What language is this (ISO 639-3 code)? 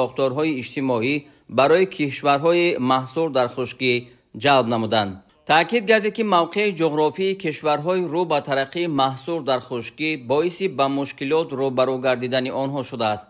tgk